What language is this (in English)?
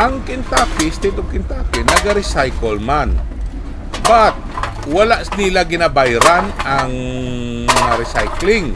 Hiligaynon